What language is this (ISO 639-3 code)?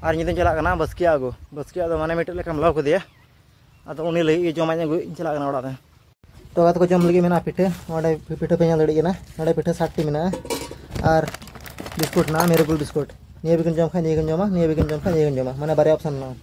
sat